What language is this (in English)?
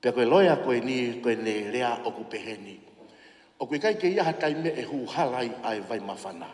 Tongan